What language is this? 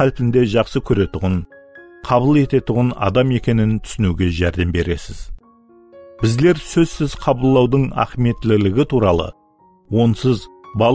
Kara-Kalpak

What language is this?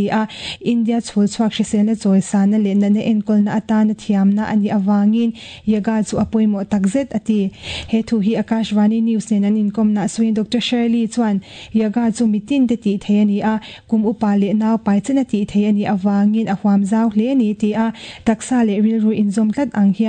Mizo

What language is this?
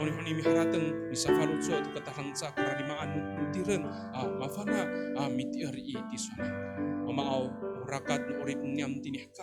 Amis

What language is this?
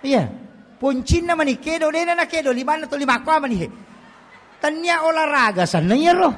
Buginese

